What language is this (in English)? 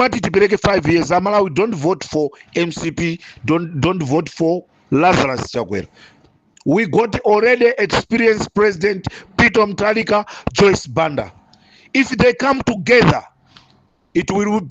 Nyanja